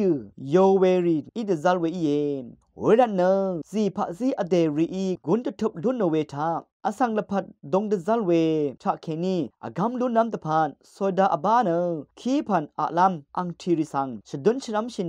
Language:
Rawang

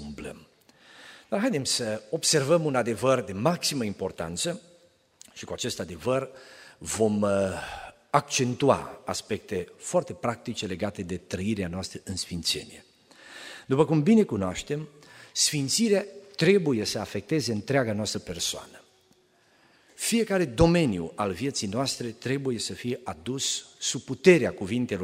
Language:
Romanian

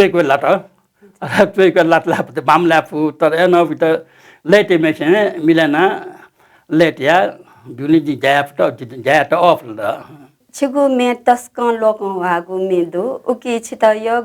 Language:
Newari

